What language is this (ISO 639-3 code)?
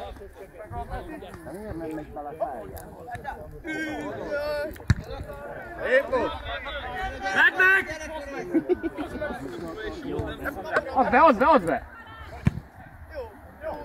hun